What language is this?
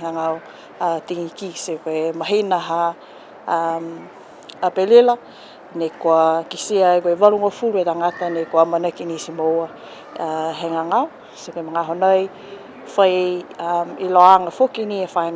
Niuean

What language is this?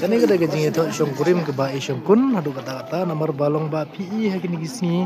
Khasi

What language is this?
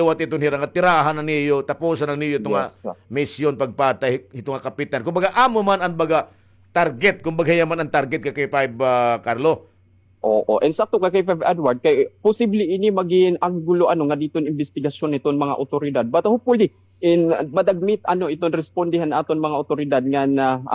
Waray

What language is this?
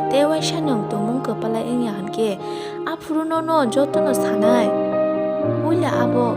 Kok Borok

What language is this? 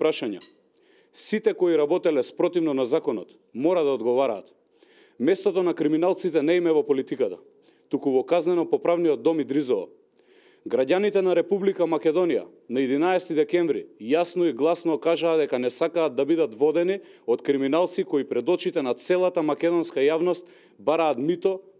Macedonian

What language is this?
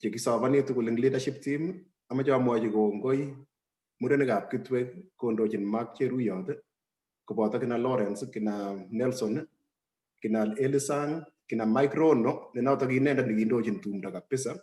Kalenjin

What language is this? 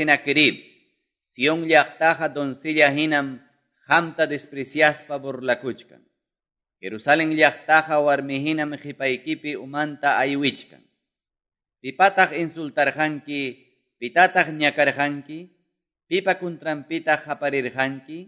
Quechua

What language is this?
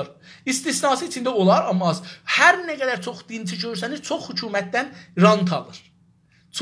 South Azerbaijani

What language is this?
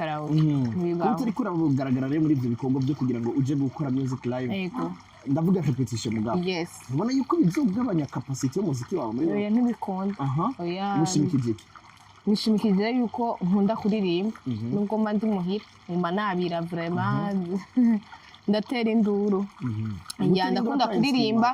Rundi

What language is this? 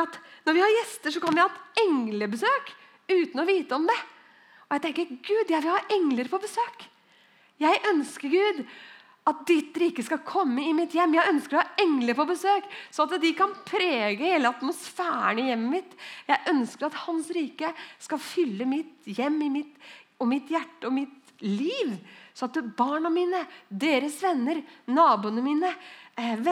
Norwegian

